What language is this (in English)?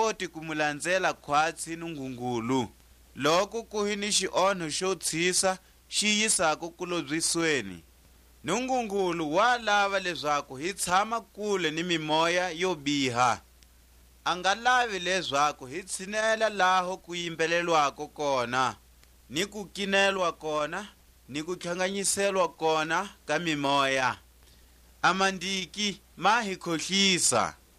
Tswa